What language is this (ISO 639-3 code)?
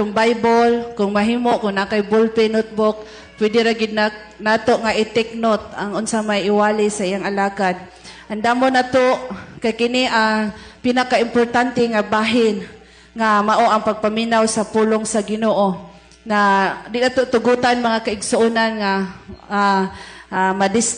ceb